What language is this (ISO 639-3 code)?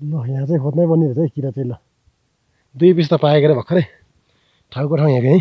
nep